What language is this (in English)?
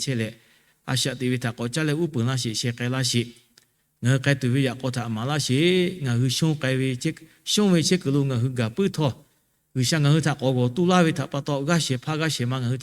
Lahu